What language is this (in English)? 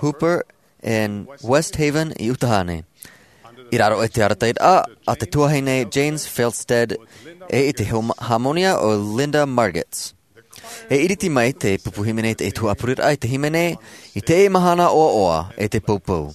Tahitian